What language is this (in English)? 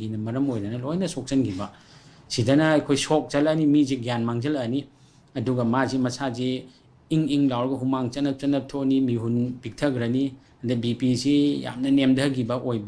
Manipuri